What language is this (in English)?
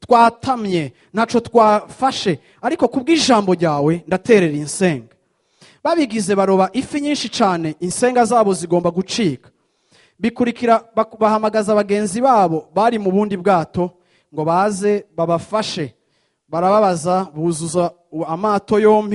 Rundi